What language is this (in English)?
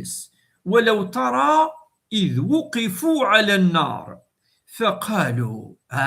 Kabyle